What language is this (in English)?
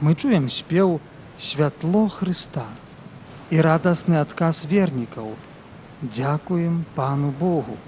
Belarusian